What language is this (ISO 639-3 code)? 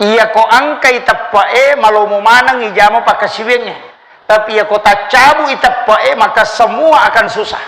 bug